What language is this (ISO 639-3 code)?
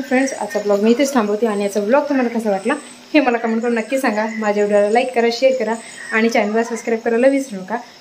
mar